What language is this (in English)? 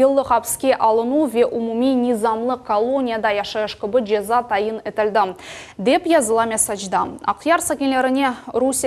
Crimean Tatar